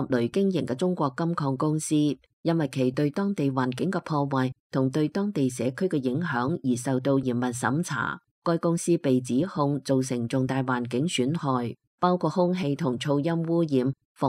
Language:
Cantonese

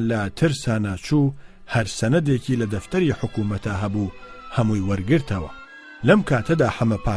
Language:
Central Kurdish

